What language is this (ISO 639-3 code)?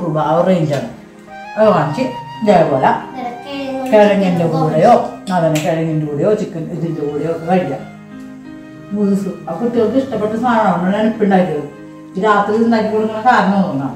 mal